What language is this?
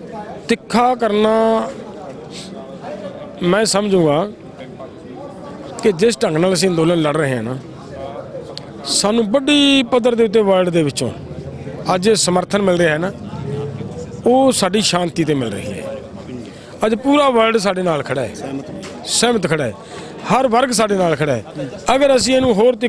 Punjabi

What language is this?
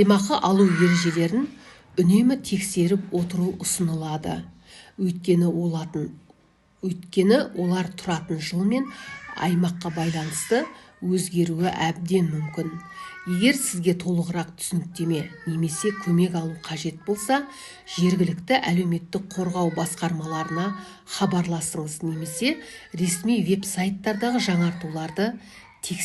Kazakh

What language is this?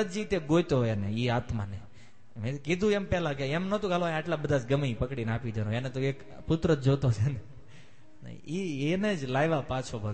Gujarati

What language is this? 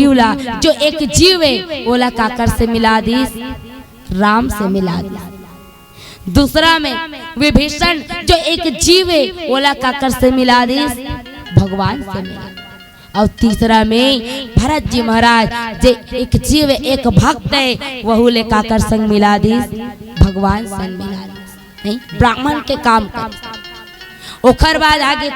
Chhattisgarhi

